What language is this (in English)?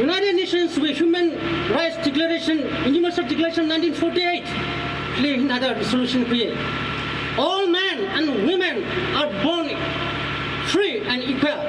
Tangkhul Naga (India)